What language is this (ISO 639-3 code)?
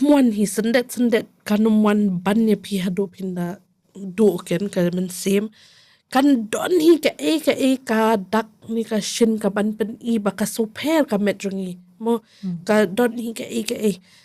kha